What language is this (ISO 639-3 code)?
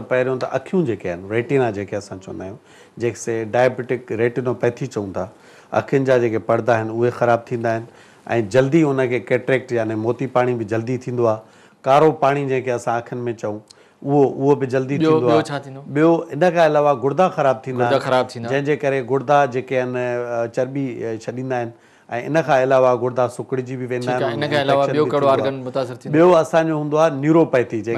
snd